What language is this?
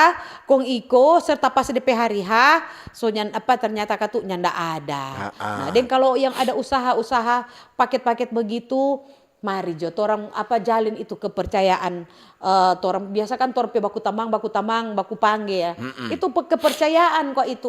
Manado Malay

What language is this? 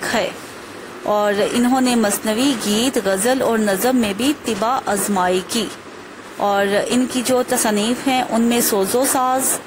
Urdu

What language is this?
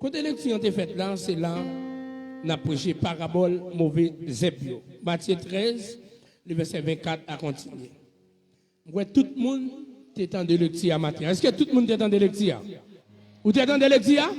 Haitian Creole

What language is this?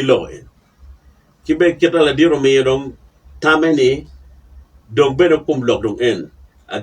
Acoli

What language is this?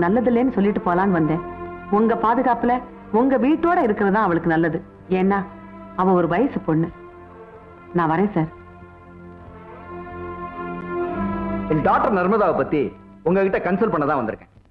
Tamil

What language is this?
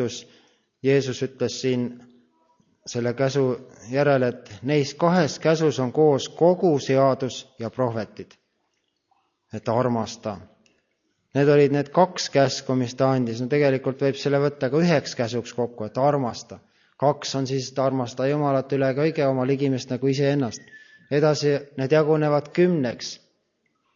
Estonian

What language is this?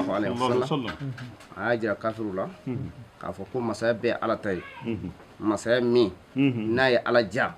Bambara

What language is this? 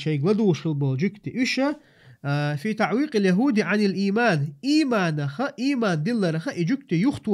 Chechen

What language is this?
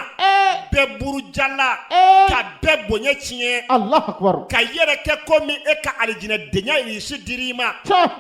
Bambara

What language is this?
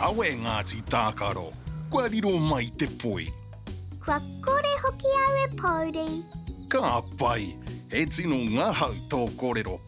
Māori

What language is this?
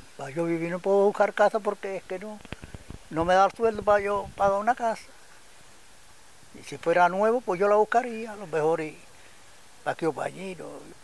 Spanish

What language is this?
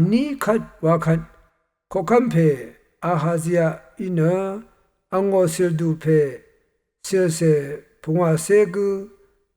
Rawang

